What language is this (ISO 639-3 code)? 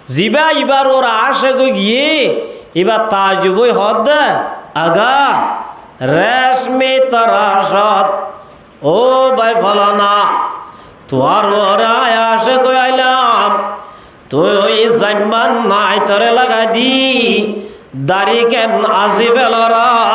rhg